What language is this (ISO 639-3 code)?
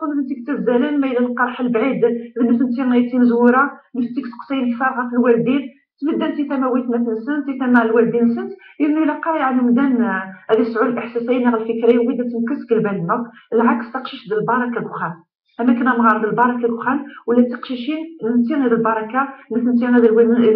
kab